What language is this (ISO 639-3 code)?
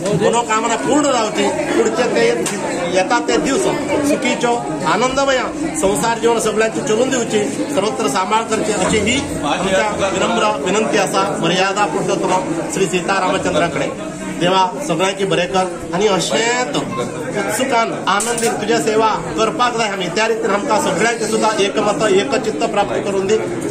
kok